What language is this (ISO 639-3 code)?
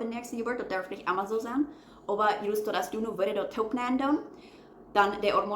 pdt